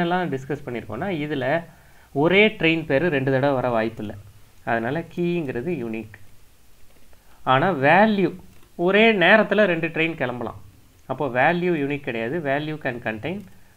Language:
Tamil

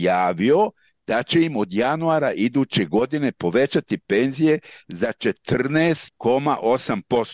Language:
Serbian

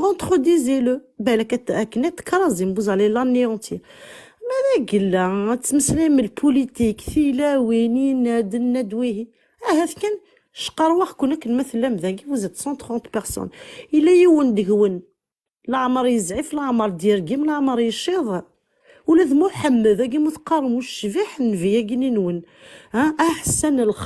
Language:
Kabyle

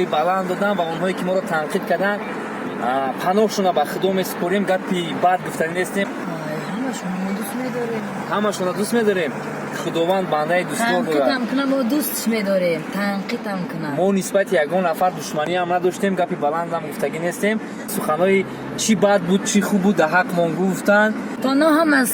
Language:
Tajik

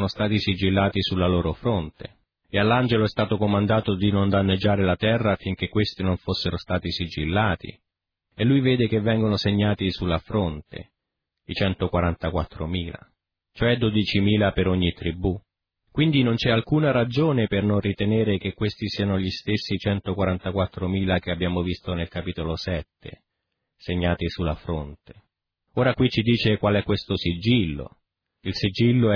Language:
Italian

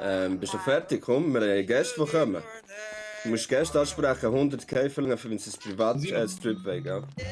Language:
Swiss German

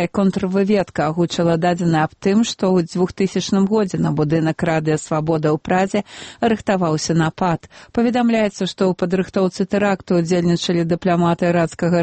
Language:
Belarusian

